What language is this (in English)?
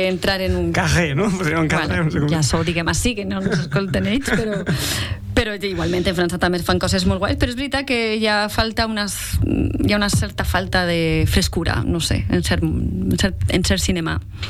Catalan